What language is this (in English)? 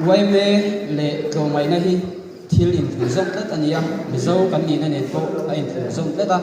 Mizo